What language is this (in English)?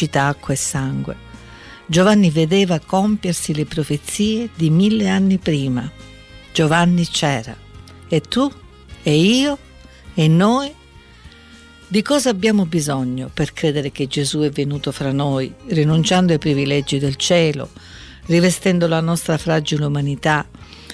Italian